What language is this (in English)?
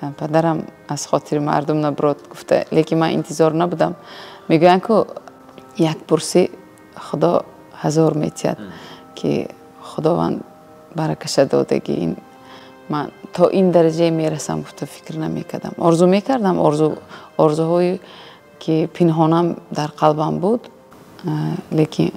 Tajik